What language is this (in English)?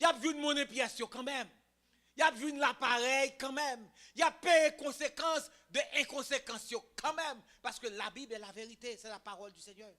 Haitian Creole